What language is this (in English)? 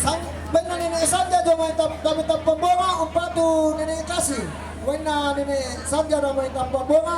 Toraja-Sa'dan